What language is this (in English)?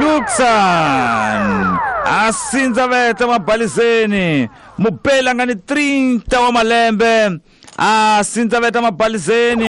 Tsonga